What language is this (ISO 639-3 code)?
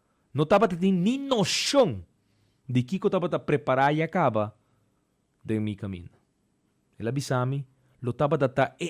pap